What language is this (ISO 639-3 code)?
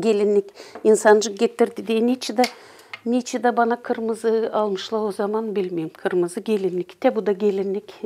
gag